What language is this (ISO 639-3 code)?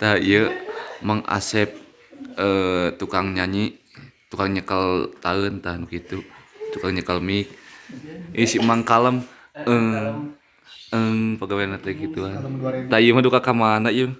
sun